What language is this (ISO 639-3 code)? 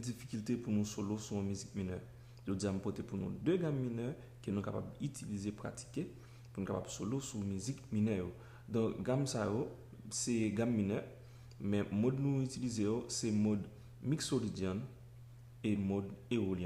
hat